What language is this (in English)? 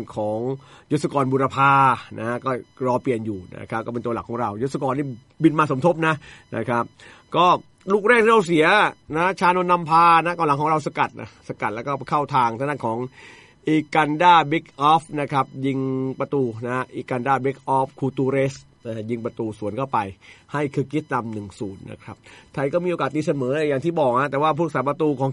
Thai